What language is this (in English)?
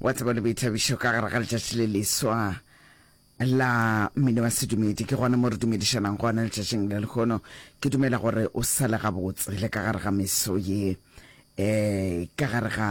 Northern Sotho